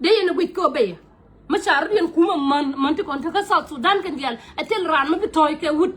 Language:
Nuer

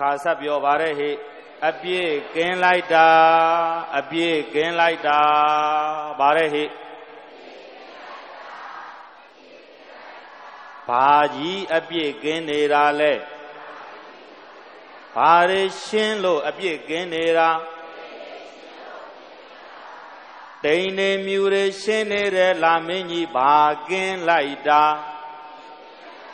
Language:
Burmese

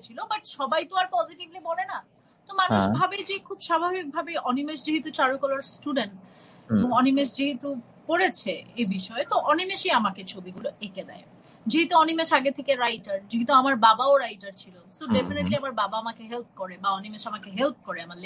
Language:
Bangla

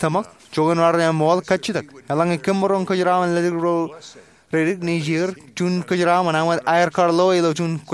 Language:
Marshallese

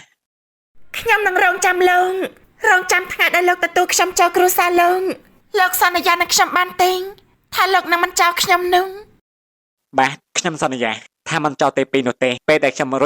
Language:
Khmer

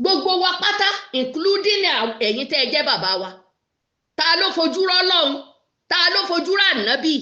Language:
Yoruba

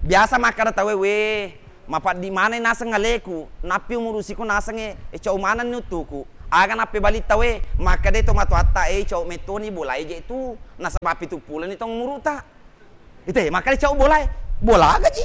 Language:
Buginese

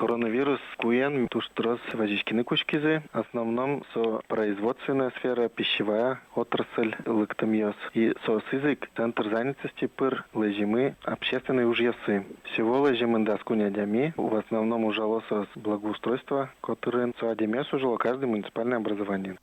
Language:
Udmurt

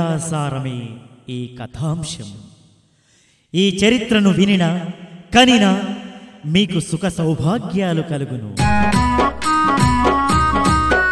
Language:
Telugu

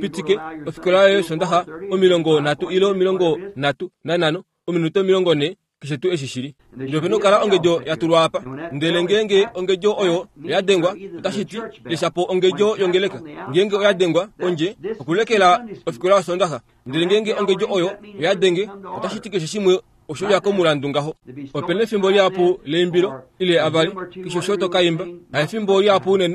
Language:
Kuanyama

